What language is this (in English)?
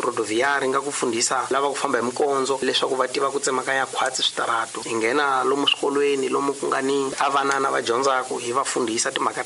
Tsonga